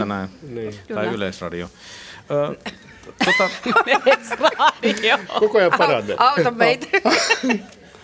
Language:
Finnish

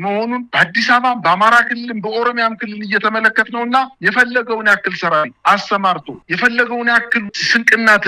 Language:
Amharic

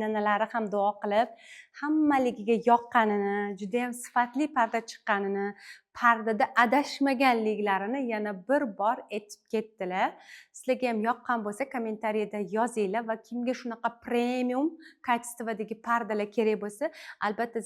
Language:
Uzbek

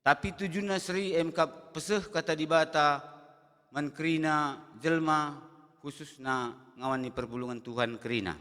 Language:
Batak Karo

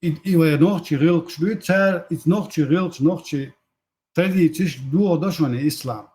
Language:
Chechen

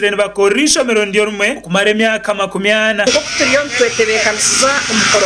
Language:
Nyankole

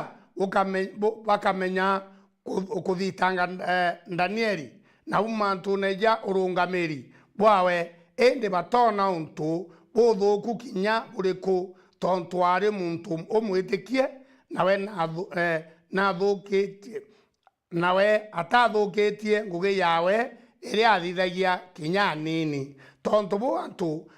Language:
Meru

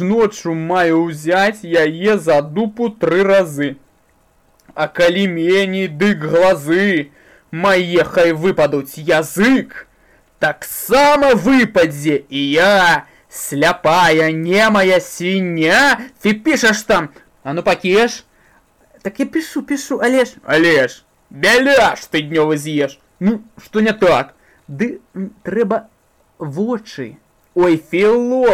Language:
Belarusian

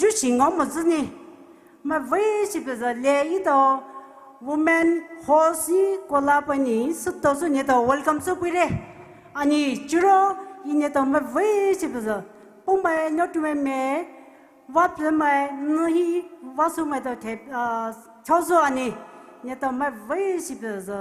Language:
Poumei Naga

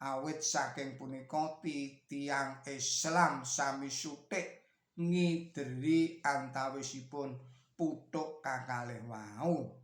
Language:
Javanese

